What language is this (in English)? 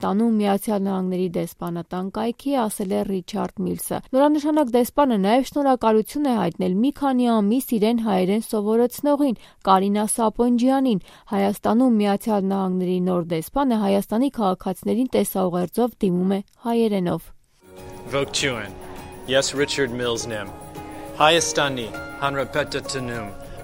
Armenian